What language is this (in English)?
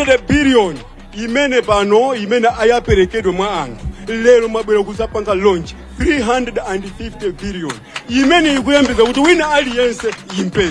Nyanja